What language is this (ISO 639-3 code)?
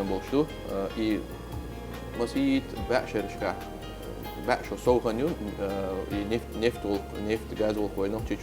che